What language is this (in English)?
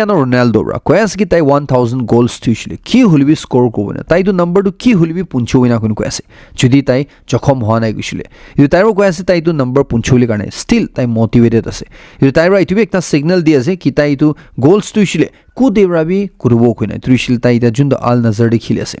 Naga Pidgin